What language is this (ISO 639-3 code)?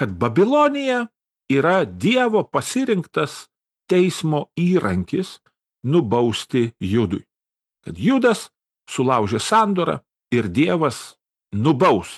lit